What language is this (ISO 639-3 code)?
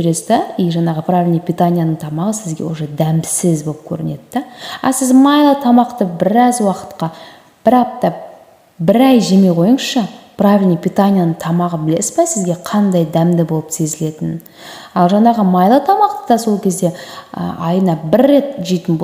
kaz